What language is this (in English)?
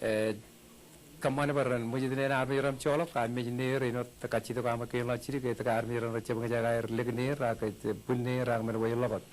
Marshallese